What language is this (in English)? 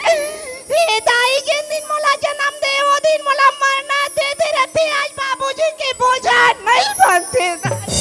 Chhattisgarhi